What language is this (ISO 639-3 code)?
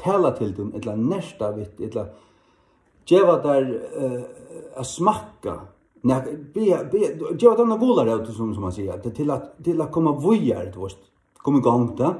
fao